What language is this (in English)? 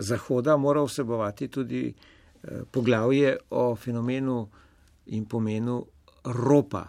Slovenian